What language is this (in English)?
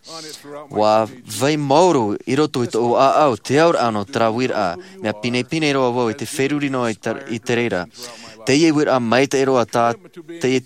Tahitian